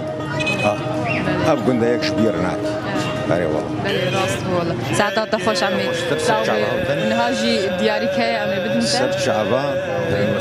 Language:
Kurdish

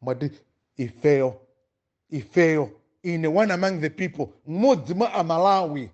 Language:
Nyanja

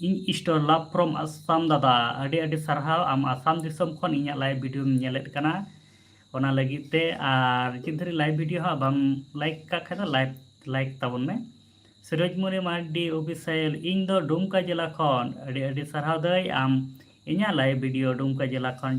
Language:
Santali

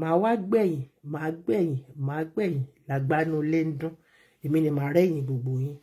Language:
Yoruba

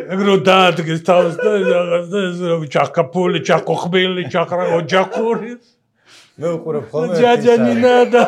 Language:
Georgian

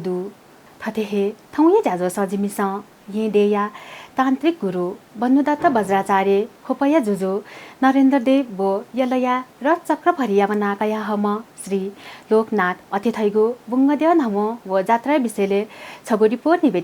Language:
Newari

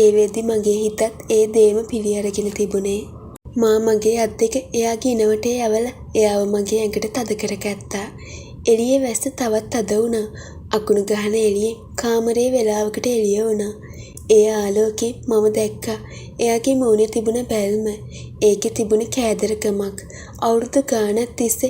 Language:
Sinhala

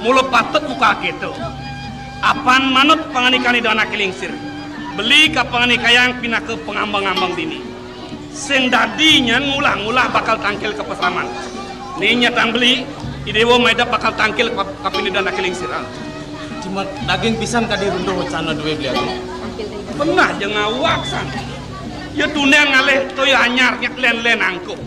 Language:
Balinese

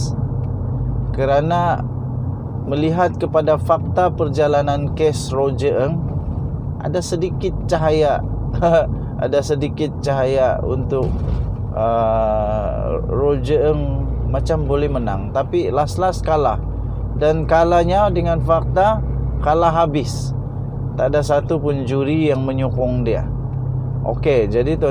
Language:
Malay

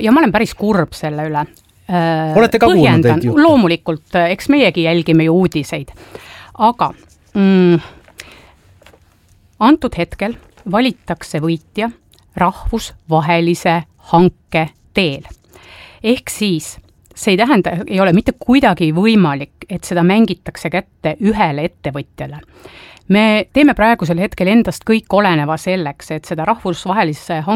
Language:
Estonian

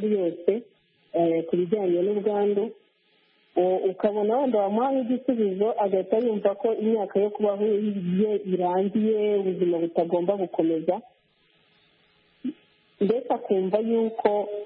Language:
Kinyarwanda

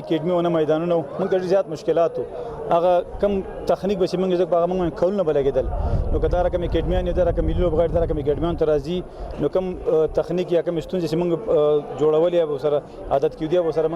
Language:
Pashto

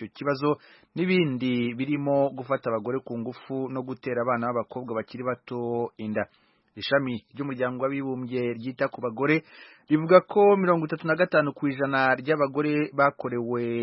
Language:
Kinyarwanda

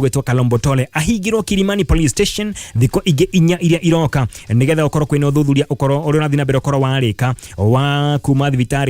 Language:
Kikuyu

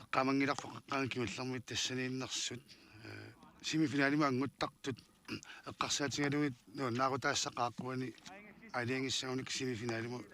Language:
Kalaallisut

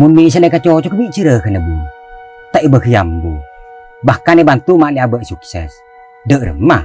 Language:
Madurese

